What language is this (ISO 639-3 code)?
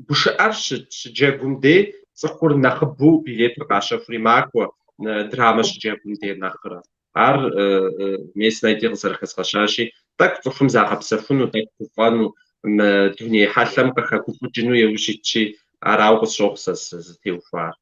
kbd